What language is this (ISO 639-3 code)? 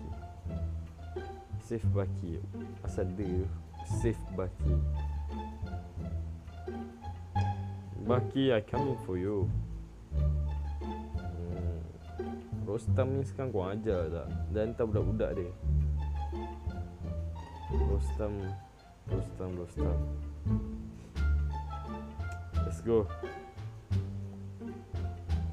msa